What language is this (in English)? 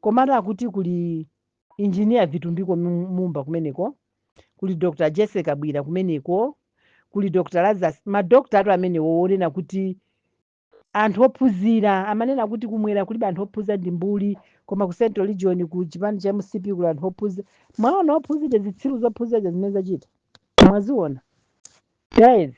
Nyanja